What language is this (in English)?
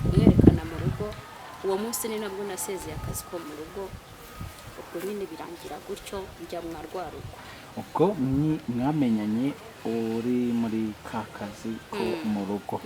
Kinyarwanda